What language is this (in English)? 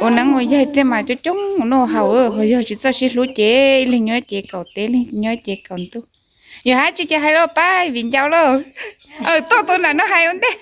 Hmong